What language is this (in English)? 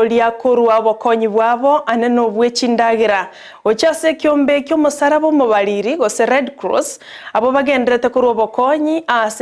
Gusii